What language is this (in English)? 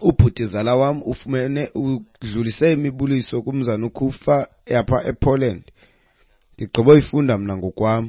Xhosa